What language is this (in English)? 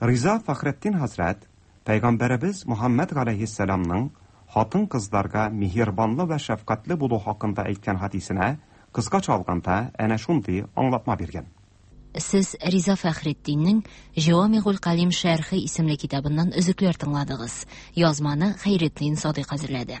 Tatar